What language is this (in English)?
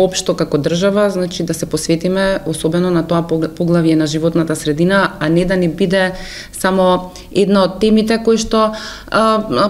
Macedonian